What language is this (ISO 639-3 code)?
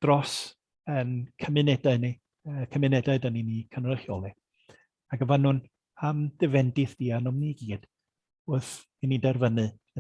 cym